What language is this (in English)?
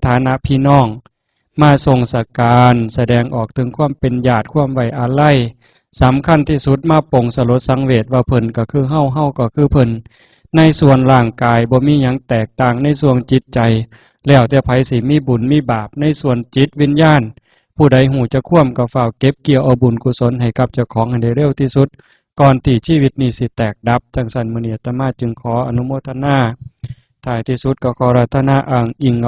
Northeastern Thai